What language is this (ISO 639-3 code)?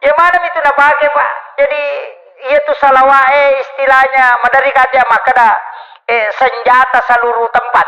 bug